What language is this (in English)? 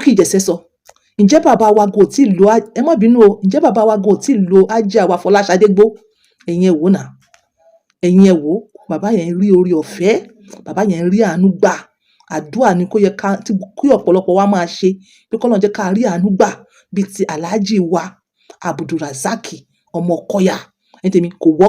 Yoruba